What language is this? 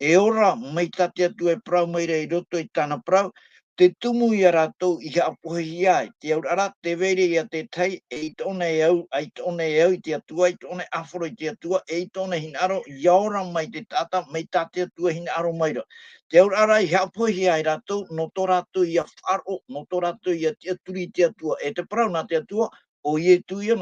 Tahitian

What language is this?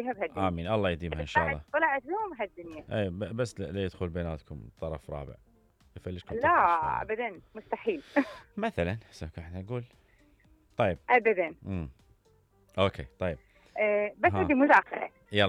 Mesopotamian Arabic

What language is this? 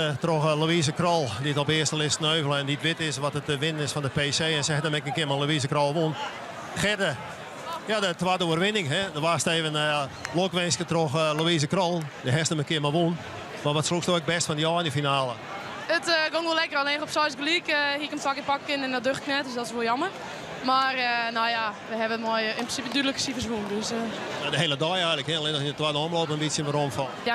Western Frisian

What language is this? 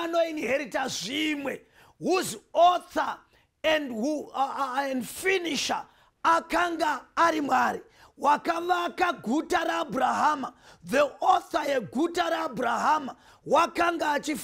Shona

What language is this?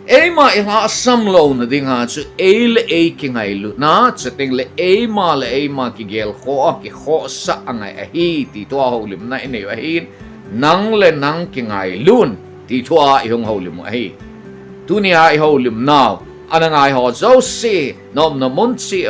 Thado Chin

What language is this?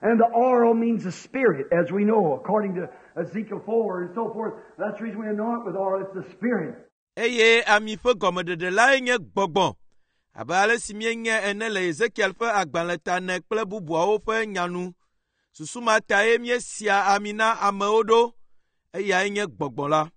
Ewe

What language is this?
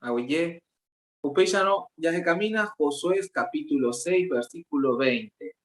Guarani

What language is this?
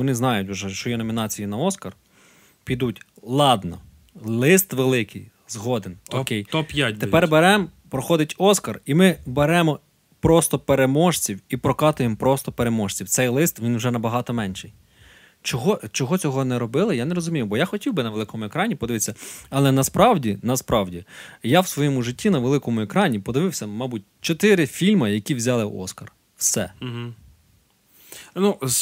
Ukrainian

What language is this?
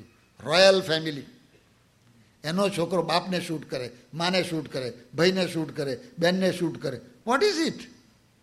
Gujarati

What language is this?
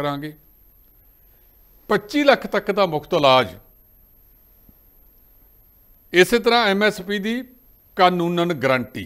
Punjabi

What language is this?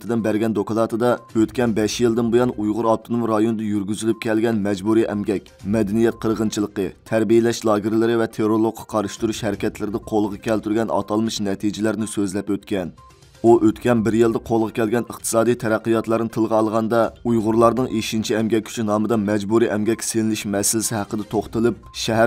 Uyghur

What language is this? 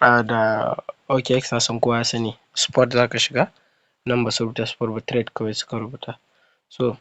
Hausa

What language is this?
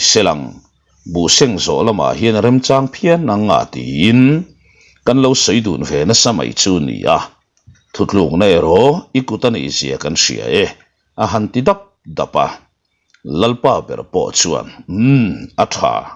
Mizo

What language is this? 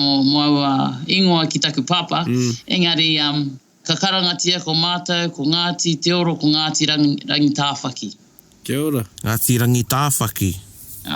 Māori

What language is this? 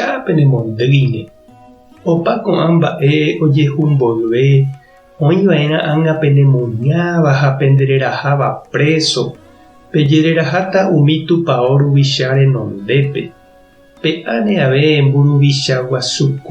Guarani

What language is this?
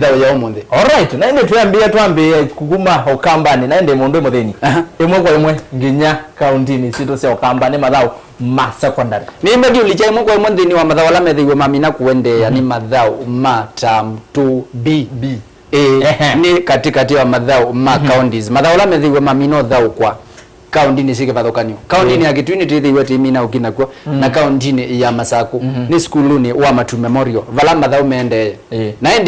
Kamba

